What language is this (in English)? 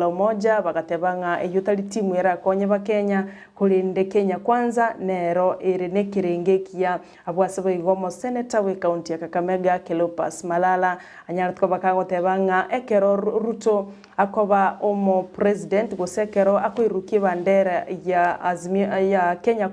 Gusii